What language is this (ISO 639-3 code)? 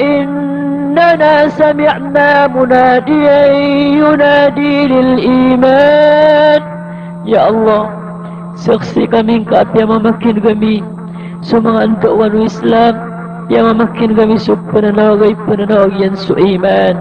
mrw